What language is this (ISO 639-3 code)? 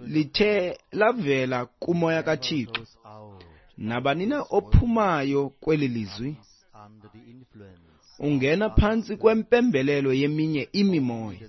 xho